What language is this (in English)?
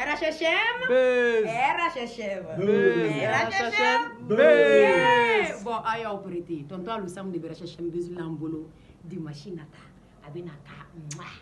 Shona